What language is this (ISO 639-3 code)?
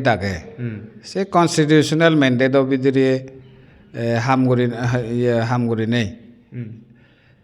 ccp